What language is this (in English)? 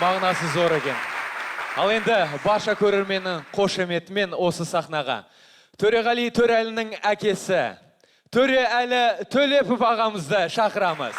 Kazakh